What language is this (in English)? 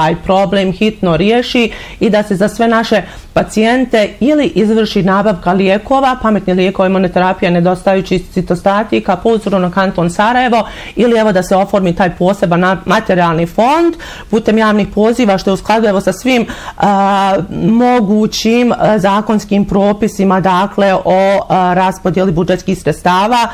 Bosnian